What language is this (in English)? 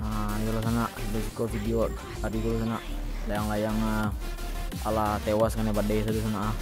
Minangkabau